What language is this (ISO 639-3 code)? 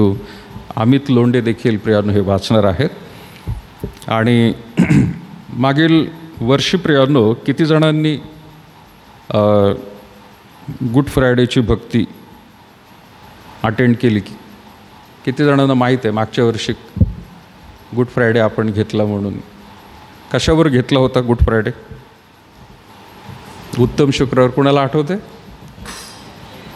mar